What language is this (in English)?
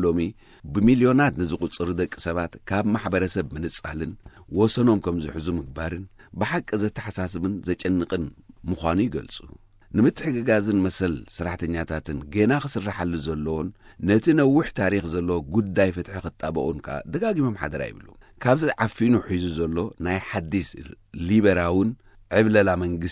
Tigrinya